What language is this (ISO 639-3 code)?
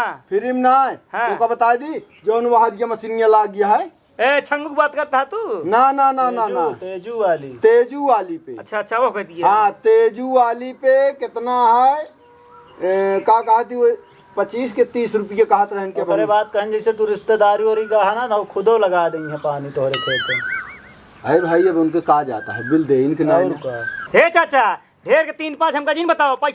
awa